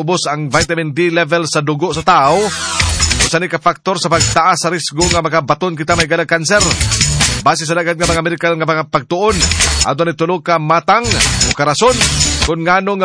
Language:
Cebuano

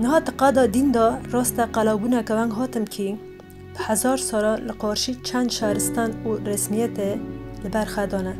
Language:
Kurdish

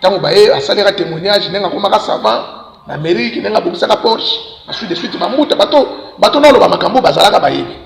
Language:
Lingala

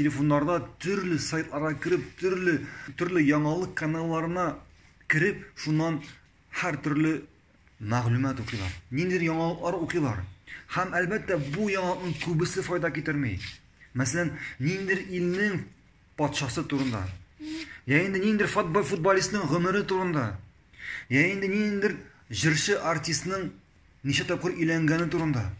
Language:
Tatar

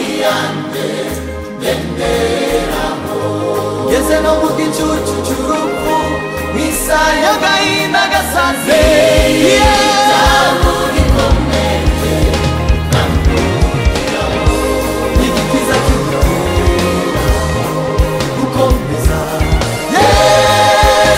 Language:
Kinyarwanda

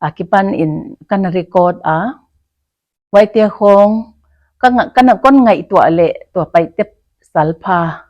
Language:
Paite Chin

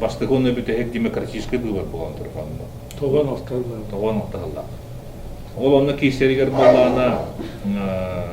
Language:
Yakut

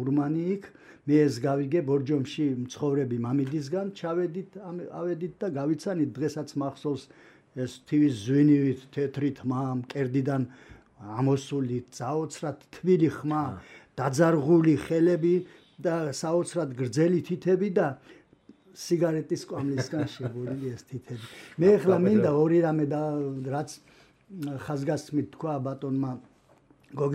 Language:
Georgian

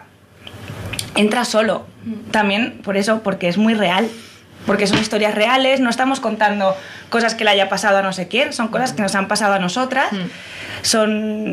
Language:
Spanish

